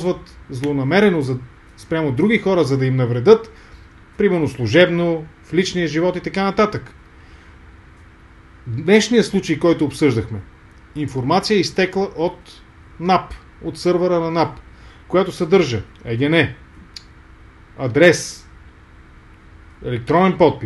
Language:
Bulgarian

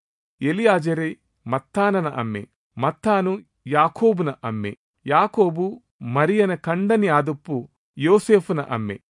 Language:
Tulu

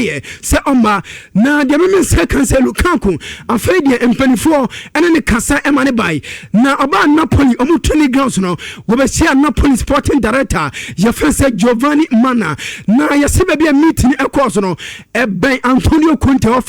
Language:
Akan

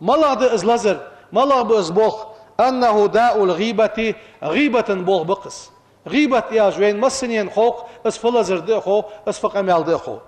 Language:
Ingush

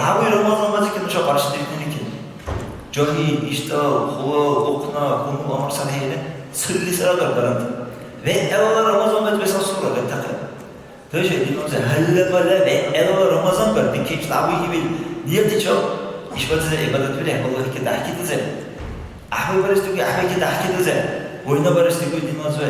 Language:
Dargwa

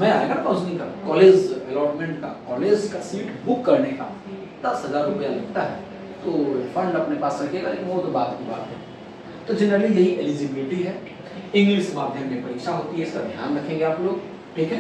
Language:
Hindi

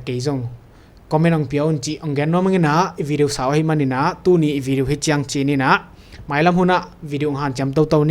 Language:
Tedim Chin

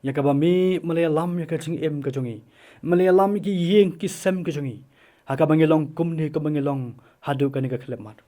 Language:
Khasi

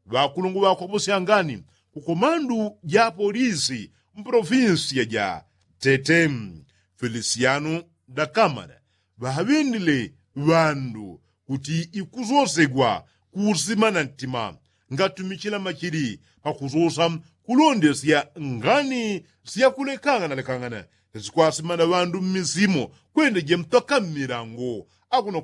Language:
Yao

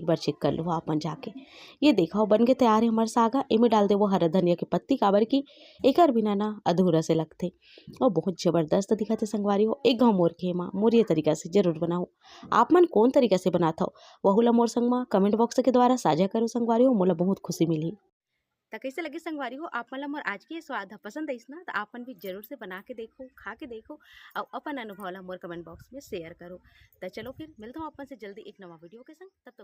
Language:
Chhattisgarhi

